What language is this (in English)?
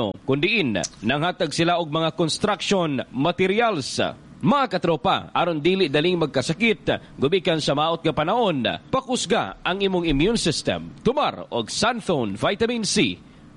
Cebuano